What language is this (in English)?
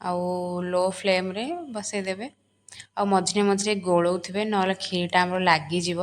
Odia